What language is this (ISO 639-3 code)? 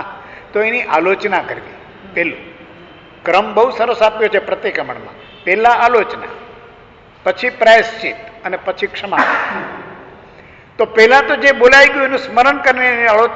guj